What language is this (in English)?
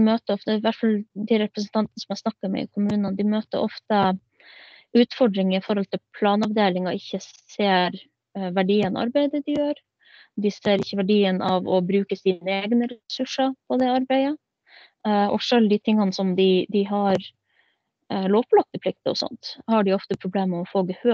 Norwegian